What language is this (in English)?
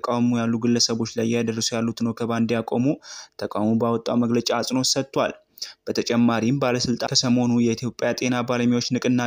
Amharic